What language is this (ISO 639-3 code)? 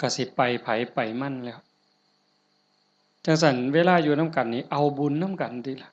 lao